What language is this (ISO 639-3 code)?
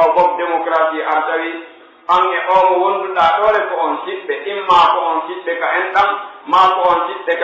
fuf